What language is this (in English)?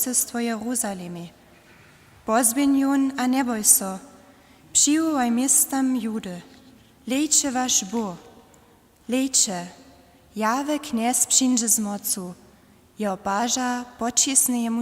Upper Sorbian